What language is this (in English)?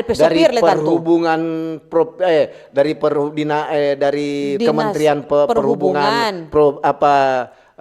Manado Malay